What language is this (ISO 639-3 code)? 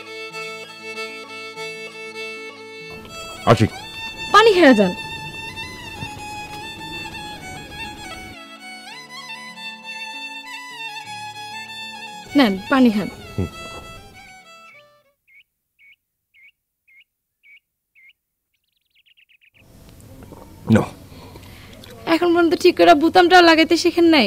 ben